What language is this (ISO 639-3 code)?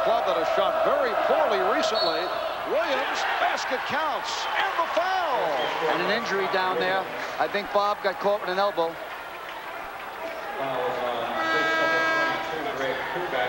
eng